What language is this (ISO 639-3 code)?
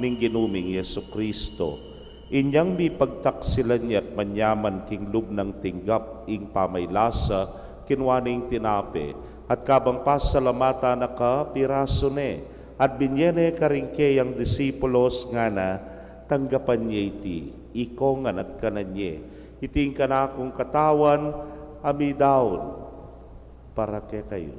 pam